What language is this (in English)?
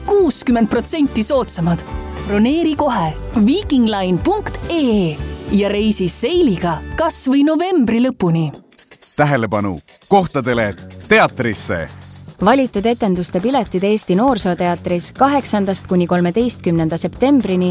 Estonian